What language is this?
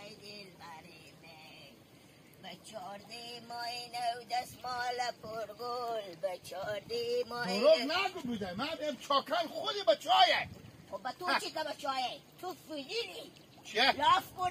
Hazaragi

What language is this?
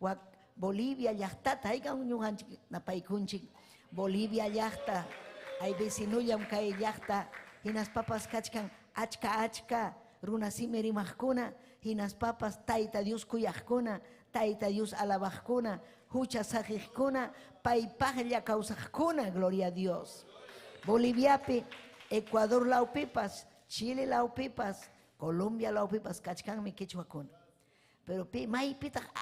Ayacucho Quechua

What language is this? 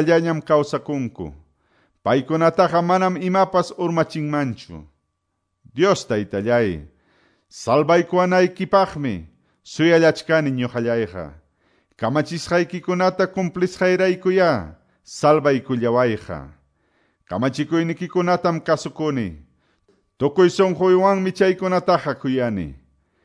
Quechua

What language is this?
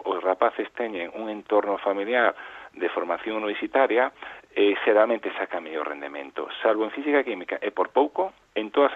Galician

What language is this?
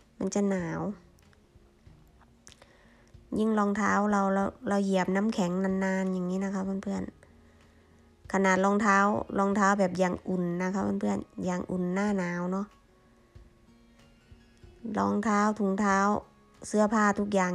Thai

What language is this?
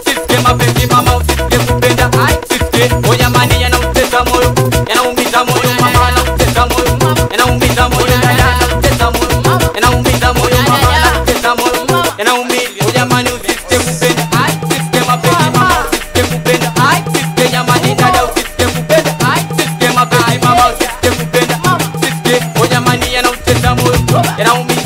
Swahili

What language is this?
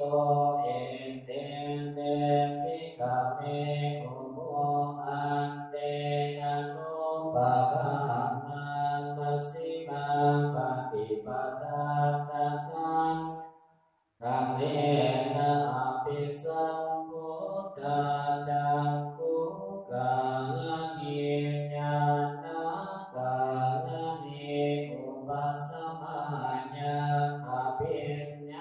Pali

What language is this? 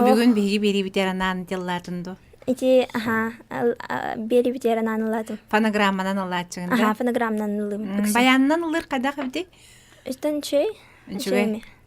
Yakut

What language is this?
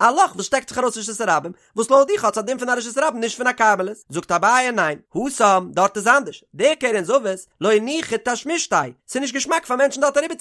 Yiddish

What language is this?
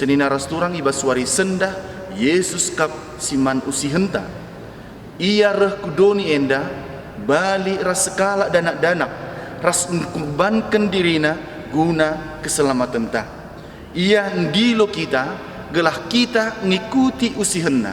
Batak Karo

